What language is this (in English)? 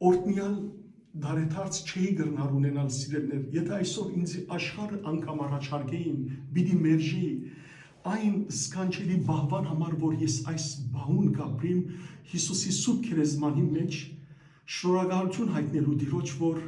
Western Armenian